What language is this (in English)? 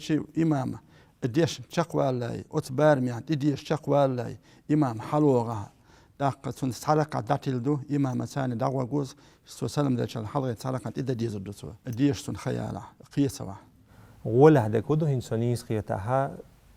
Chechen